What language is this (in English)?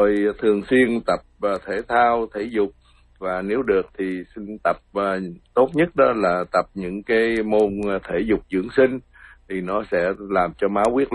Vietnamese